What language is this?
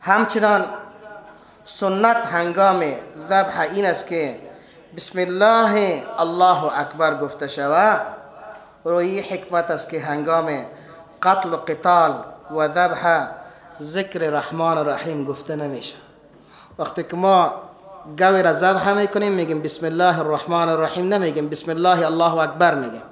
Persian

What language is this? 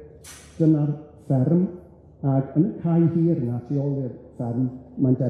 Welsh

